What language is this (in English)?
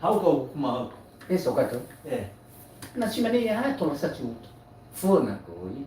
Nias